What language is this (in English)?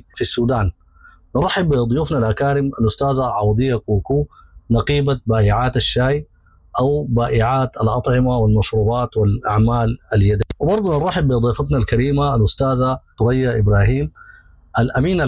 Sudanese Arabic